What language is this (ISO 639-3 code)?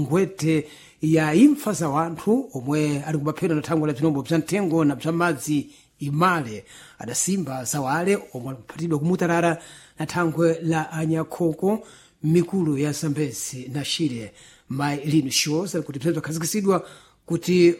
seh